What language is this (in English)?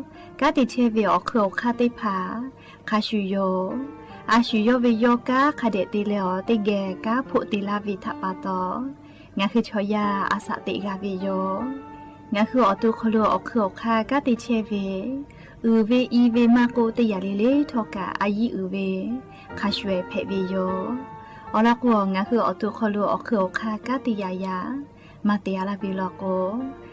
Lahu